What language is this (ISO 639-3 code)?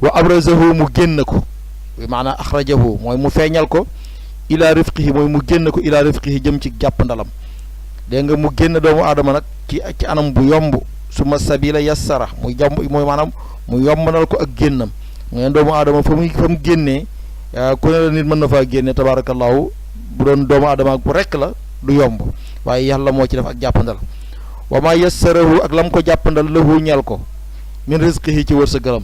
wol